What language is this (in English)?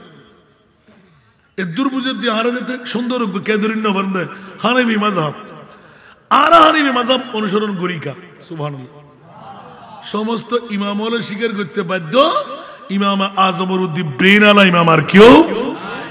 Bangla